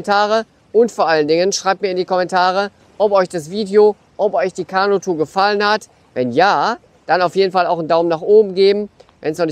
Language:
German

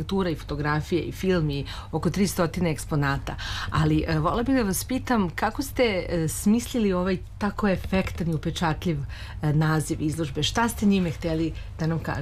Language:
Serbian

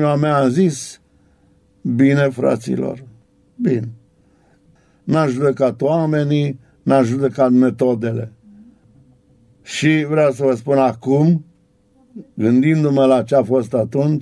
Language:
Romanian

